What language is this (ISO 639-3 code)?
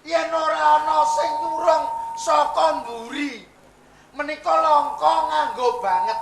jav